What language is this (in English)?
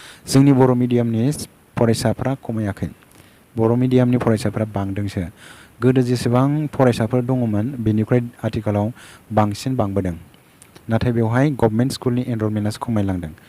Bodo